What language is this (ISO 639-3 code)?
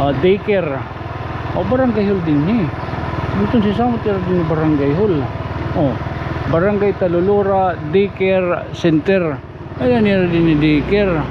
war